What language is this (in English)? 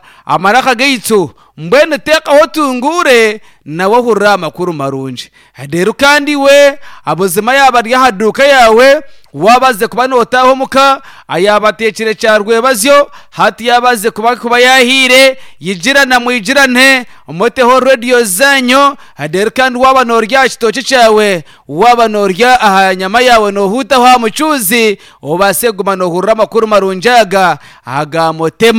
Nyankole